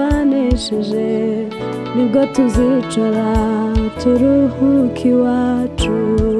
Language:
Kinyarwanda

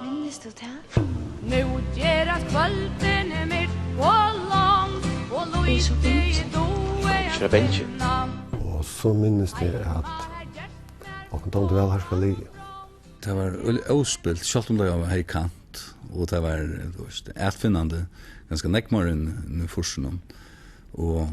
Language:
Faroese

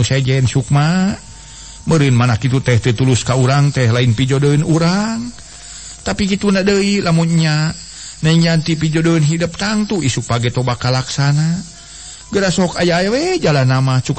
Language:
Sundanese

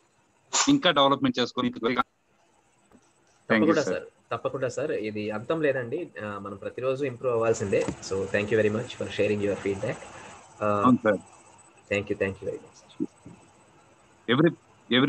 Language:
Telugu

